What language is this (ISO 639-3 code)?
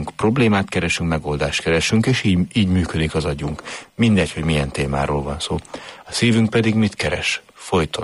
hun